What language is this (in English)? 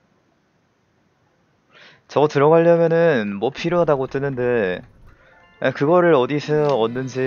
Korean